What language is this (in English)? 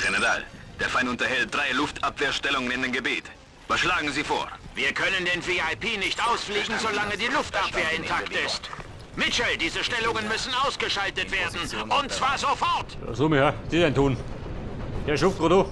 Bavarian